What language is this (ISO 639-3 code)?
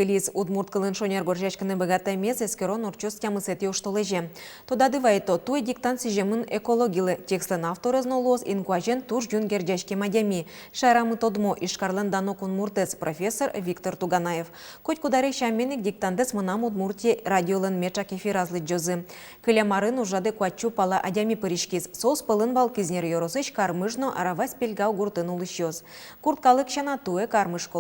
udm